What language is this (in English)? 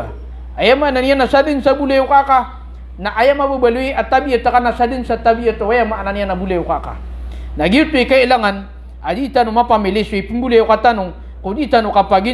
Maranao